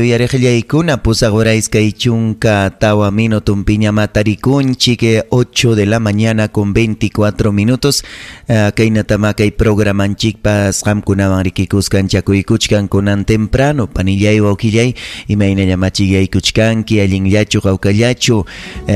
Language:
Ayacucho Quechua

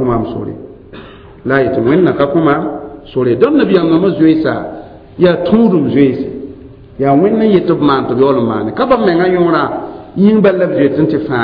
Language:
Mossi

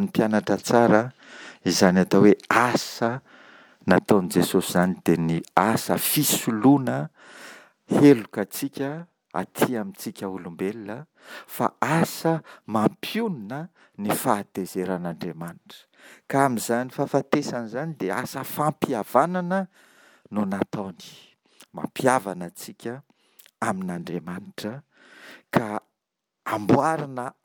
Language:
Malagasy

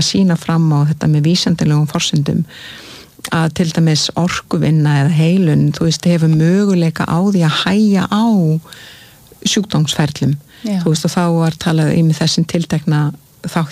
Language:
Icelandic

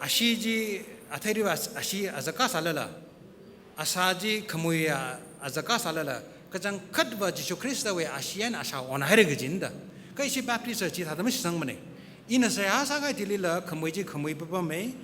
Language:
Tangkhul Naga (India)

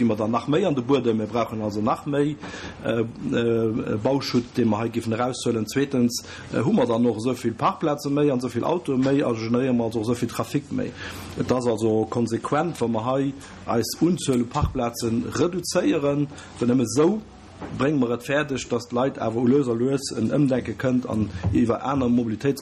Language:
Luxembourgish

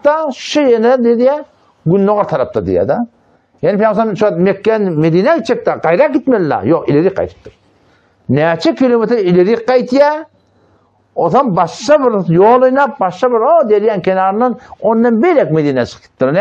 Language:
Turkmen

